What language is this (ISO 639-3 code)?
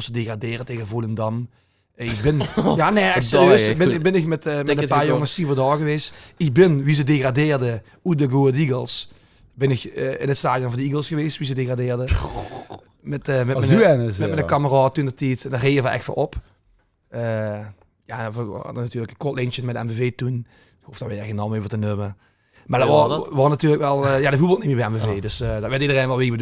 lim